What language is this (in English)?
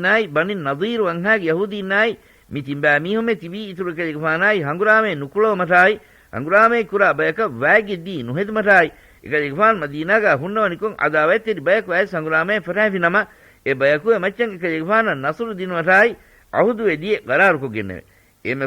Divehi